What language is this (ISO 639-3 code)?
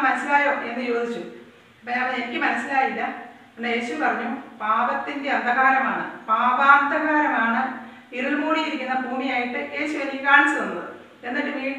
mal